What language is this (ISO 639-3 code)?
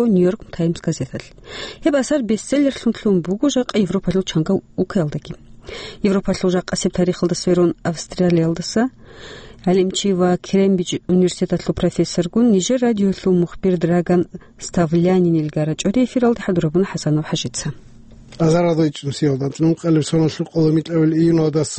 ava